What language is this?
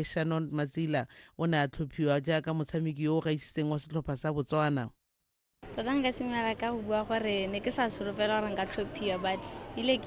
Tswana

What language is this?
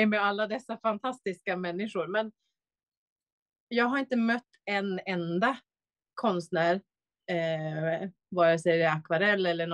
Swedish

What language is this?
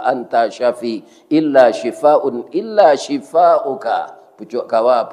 Minangkabau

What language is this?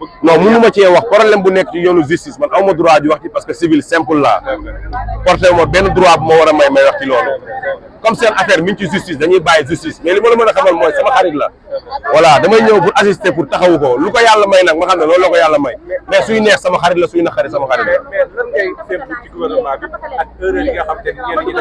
Wolof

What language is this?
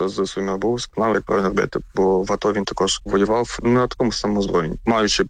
Ukrainian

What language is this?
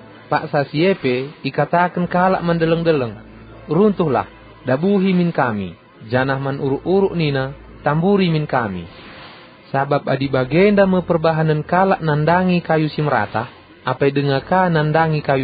Batak Karo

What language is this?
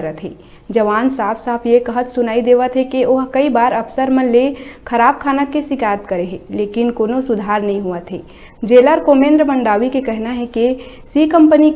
Chhattisgarhi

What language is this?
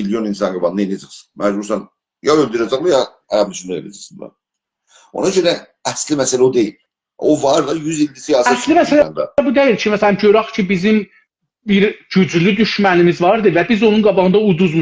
South Azerbaijani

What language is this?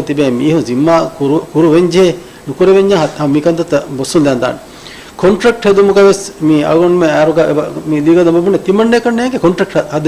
Divehi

